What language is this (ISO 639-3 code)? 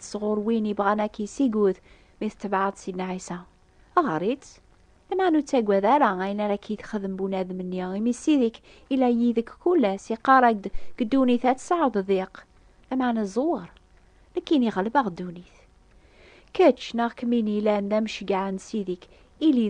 kab